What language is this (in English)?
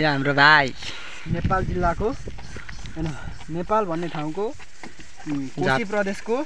Nepali